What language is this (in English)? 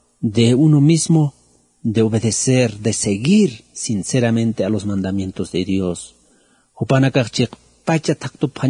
Aymara